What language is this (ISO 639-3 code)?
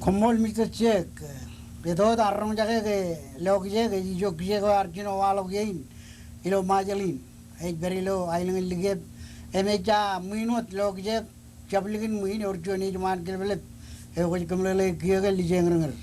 mah